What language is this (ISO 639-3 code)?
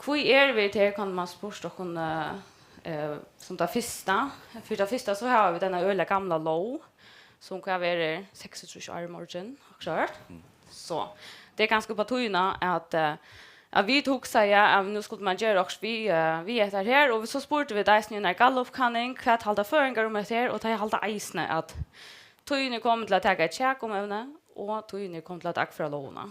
fao